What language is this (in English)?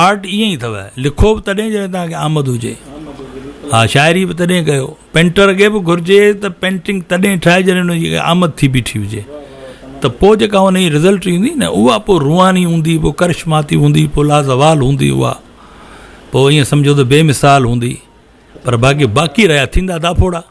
Sindhi